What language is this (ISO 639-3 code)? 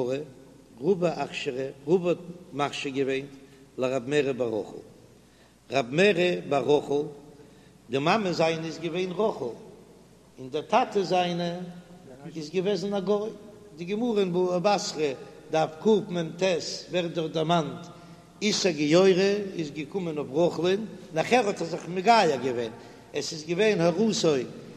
yid